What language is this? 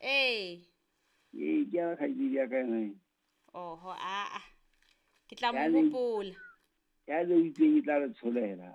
Southern Sotho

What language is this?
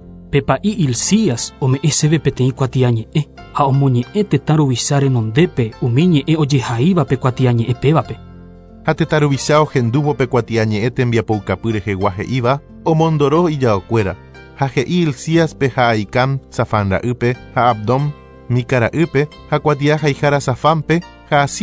Guarani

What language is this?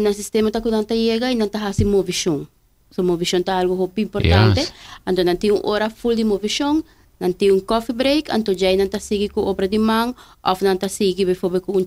Papiamento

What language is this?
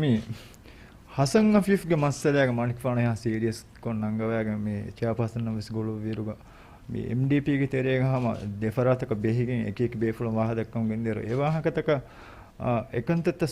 Divehi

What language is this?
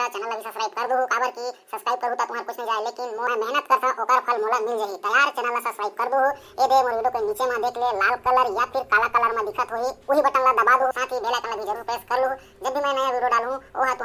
Chhattisgarhi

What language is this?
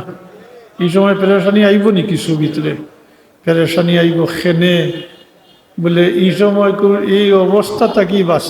Sylheti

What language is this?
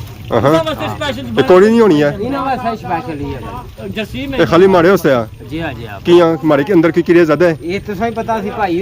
Pahari-Potwari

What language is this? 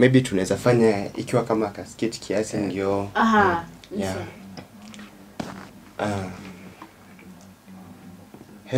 Swahili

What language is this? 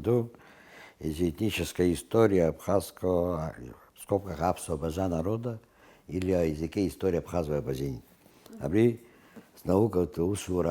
Abkhazian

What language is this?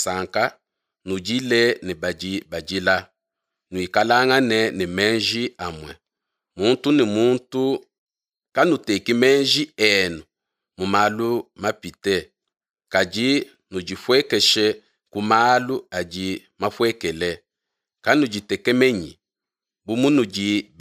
Luba-Lulua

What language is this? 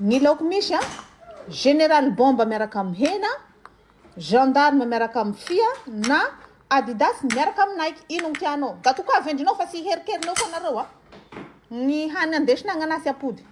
Malagasy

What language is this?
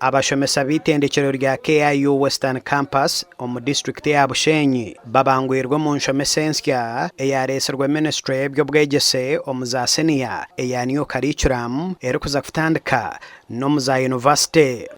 Nyankole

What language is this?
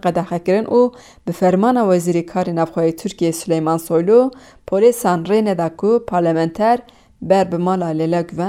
Kurdish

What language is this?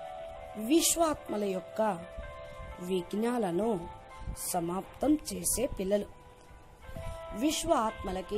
Telugu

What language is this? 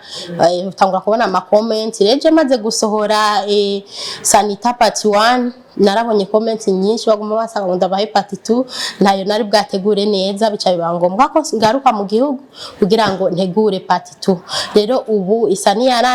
Rundi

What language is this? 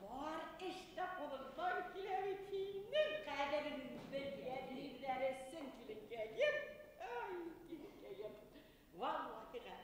Bashkir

